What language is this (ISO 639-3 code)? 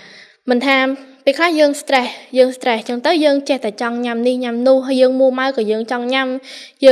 khm